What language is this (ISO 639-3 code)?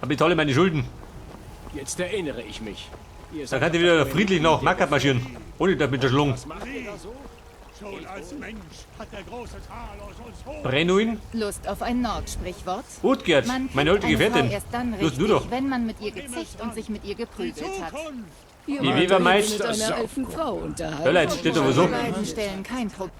bar